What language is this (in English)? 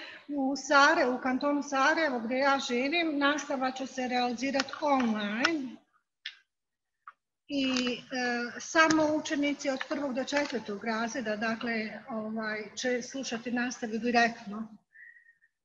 Bosnian